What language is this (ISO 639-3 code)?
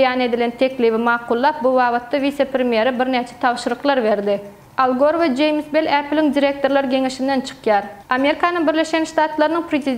tuk